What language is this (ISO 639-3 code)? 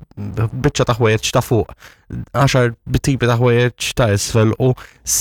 mlt